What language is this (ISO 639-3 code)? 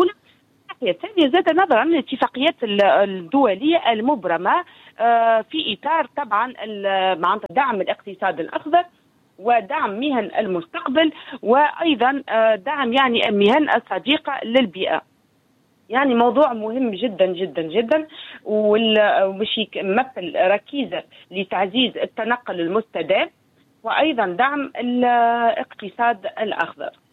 aeb